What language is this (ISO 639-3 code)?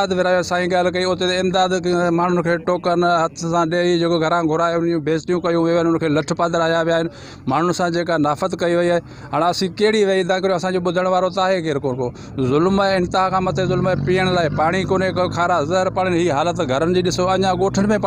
snd